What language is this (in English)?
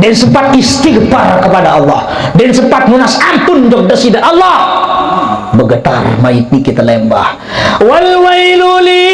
Sasak